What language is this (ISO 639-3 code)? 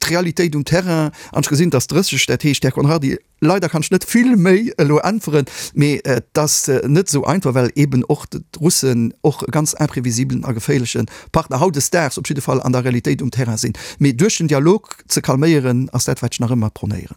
ltz